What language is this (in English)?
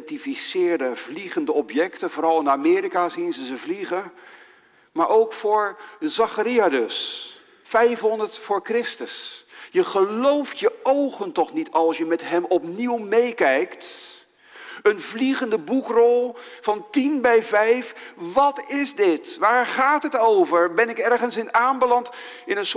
Dutch